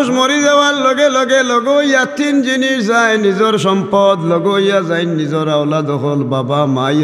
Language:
Sylheti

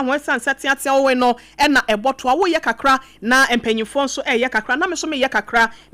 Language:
Akan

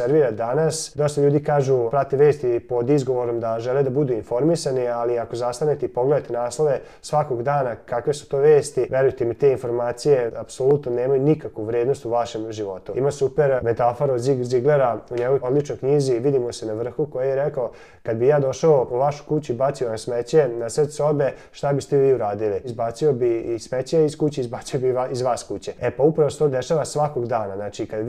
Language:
Serbian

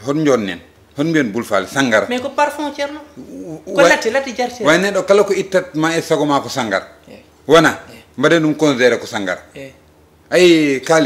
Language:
Fula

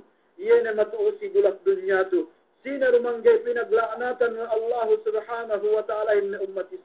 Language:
Yakan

